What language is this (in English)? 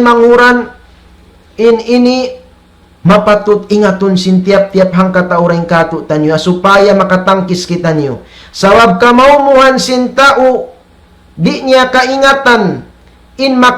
Tausug